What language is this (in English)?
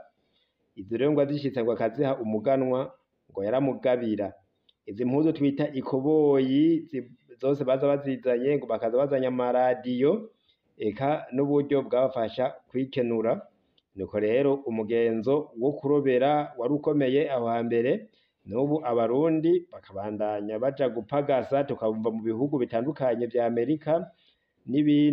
Rundi